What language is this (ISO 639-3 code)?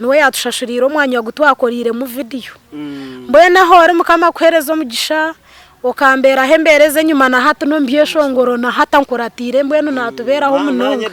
nyn